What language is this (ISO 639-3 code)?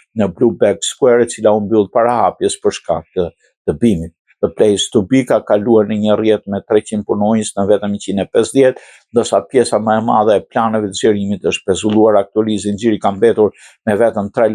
sqi